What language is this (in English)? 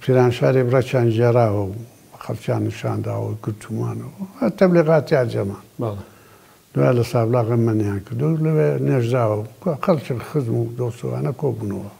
Central Kurdish